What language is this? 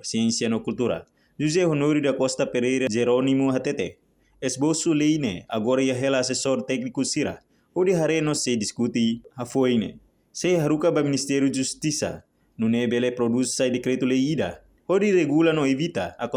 Tetum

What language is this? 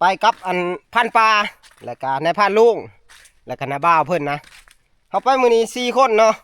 Northeastern Thai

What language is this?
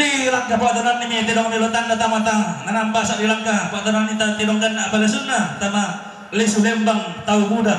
Toraja-Sa'dan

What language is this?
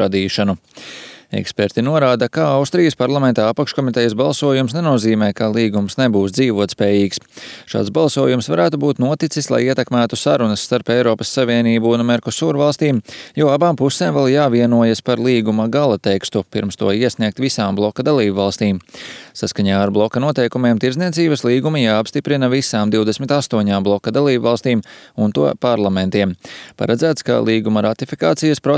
Latvian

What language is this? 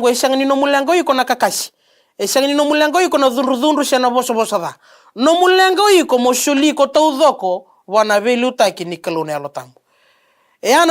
Fijian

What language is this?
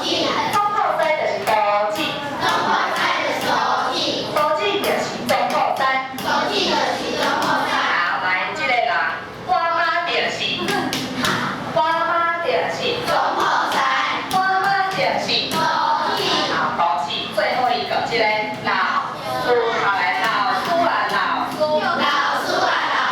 Min Nan Chinese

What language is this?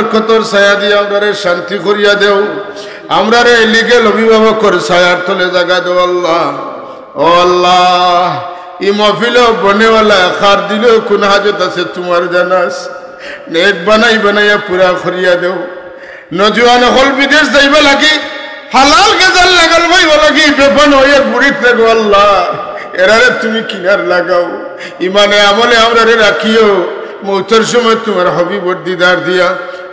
Sylheti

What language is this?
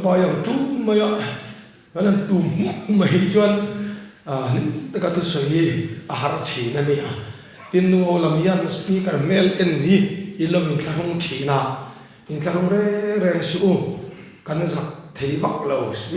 Mizo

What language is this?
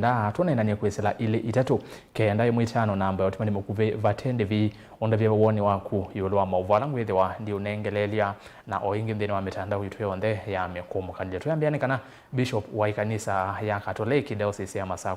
Kamba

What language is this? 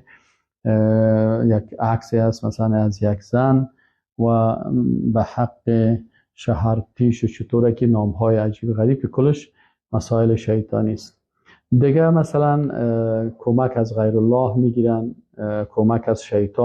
Persian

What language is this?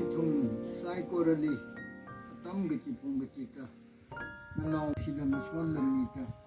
Tangkhul Naga (India)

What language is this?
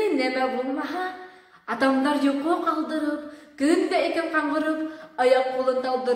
Bashkir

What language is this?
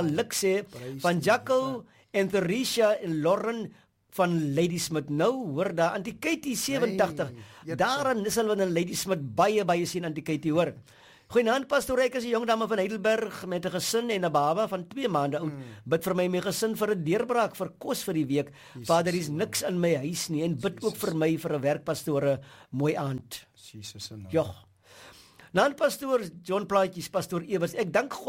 Afrikaans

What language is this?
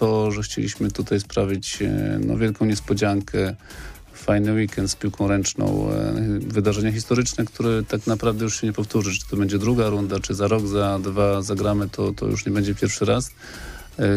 Polish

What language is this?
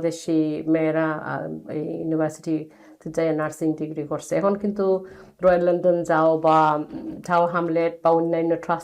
Sylheti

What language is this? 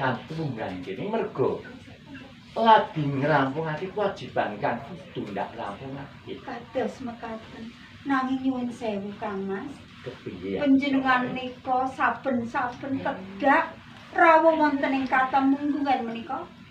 Javanese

